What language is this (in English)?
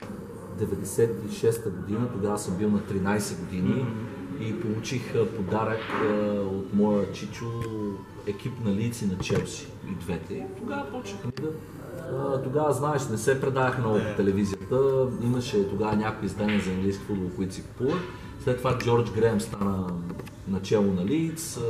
Bulgarian